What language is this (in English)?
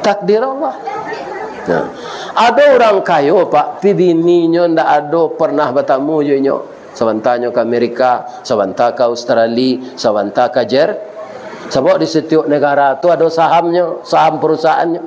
Minangkabau